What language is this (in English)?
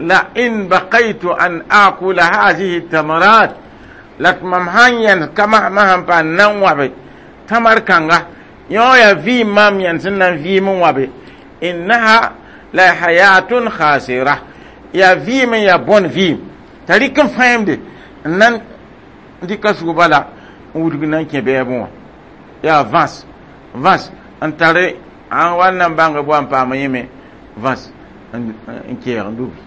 Mossi